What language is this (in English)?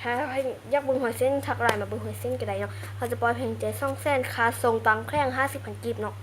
Lao